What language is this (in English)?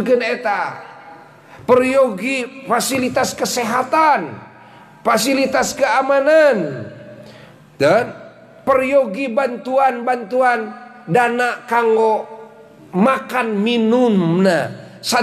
Sundanese